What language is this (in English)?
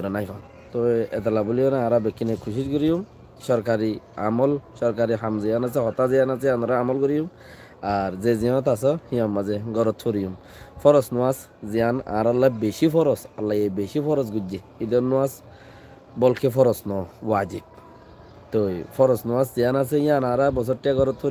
Rohingya